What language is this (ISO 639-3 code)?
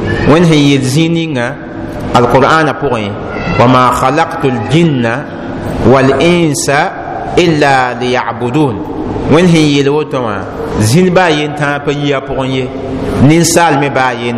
mos